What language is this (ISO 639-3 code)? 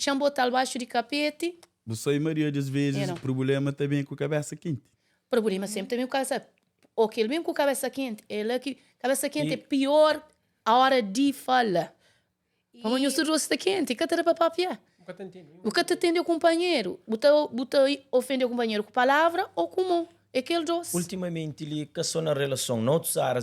kea